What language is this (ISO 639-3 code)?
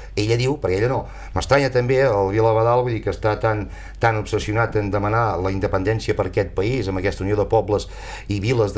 cat